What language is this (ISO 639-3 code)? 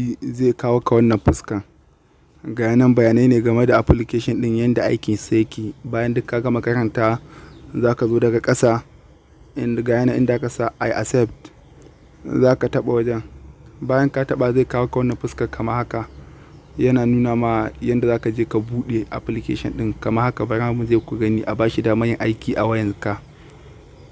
hau